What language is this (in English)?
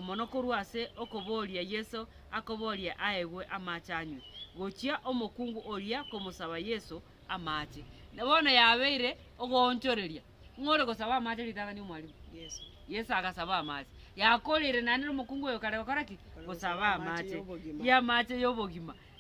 Gusii